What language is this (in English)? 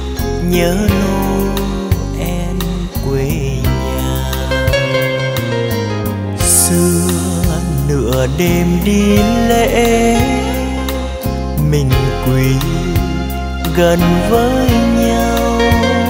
Vietnamese